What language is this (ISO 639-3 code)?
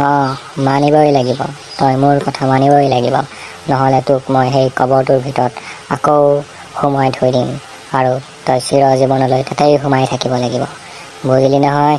asm